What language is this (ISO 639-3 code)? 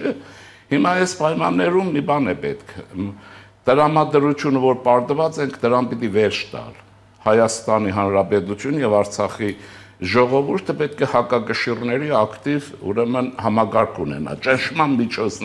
hye